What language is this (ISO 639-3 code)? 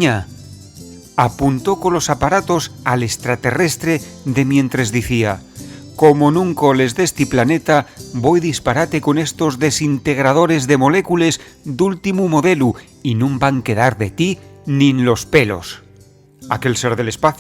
ast